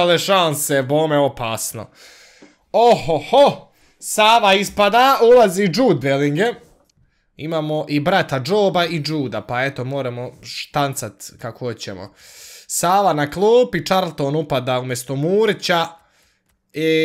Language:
Croatian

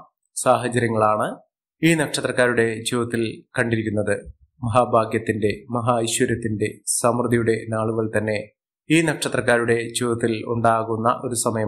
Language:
Malayalam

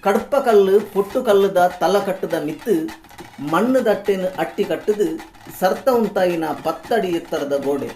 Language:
Tulu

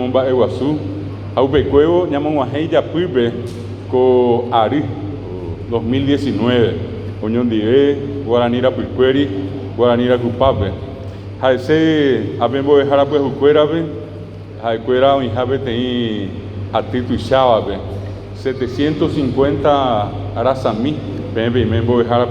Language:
Guarani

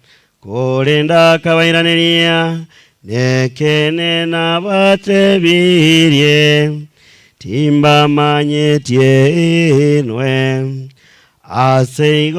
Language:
Gusii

